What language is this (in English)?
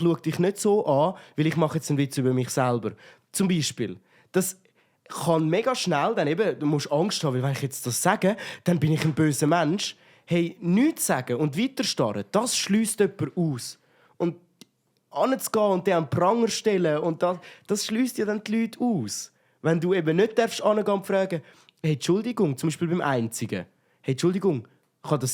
Swiss German